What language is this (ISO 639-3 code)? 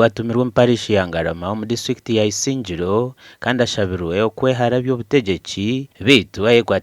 nyn